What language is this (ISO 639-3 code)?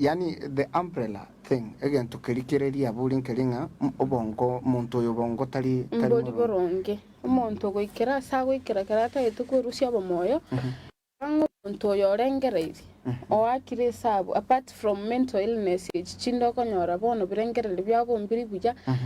guz